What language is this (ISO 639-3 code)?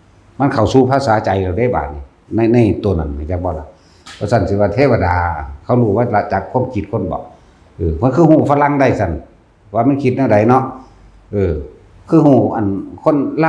tts